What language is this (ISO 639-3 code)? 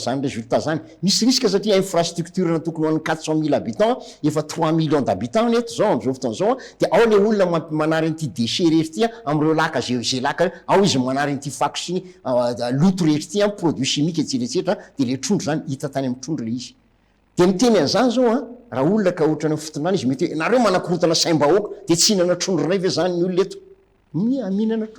mlg